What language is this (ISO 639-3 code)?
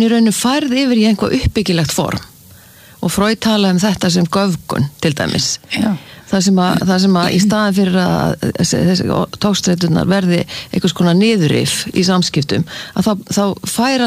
isl